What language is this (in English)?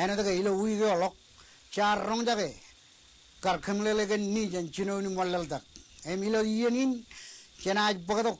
Marshallese